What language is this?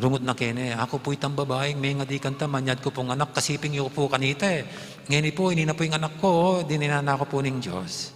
Pampanga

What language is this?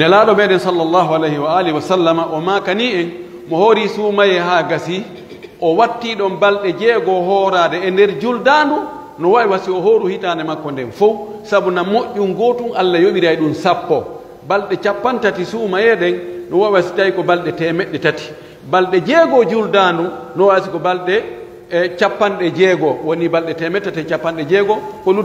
Pular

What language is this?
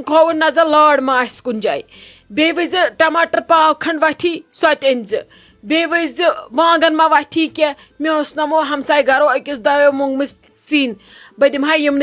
Kashmiri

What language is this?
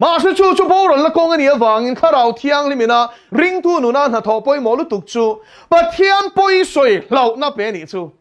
Mizo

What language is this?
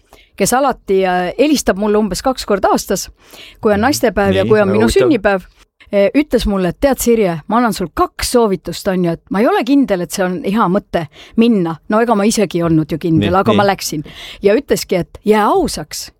Estonian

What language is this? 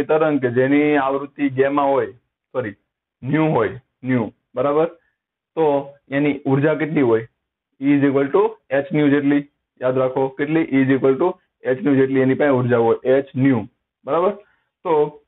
Gujarati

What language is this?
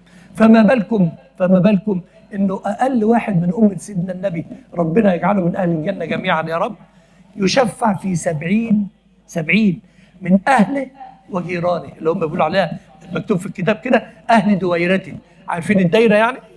Egyptian Arabic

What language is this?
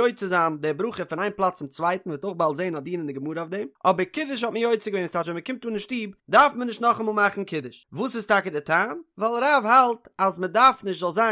Yiddish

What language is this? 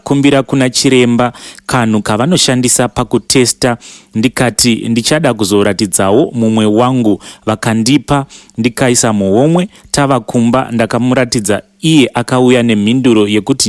Shona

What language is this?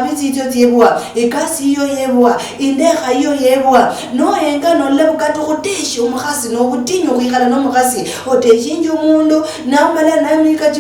Luyia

